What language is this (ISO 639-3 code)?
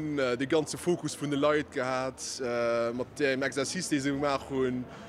ltz